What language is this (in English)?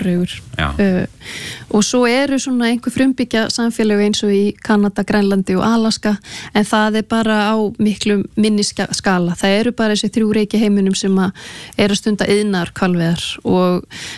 Icelandic